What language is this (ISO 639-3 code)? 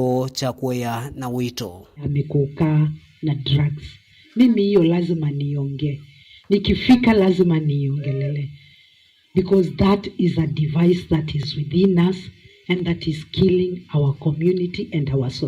kam